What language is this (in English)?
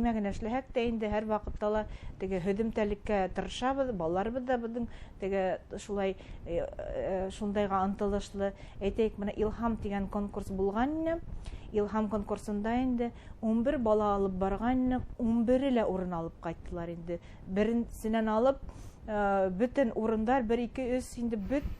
Bashkir